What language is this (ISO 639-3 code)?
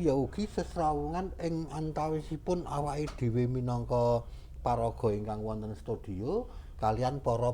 jav